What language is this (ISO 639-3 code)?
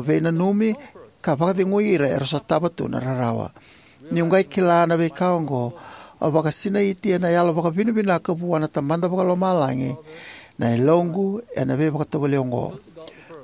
fij